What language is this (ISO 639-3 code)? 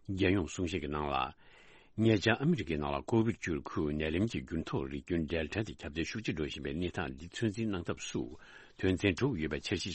bod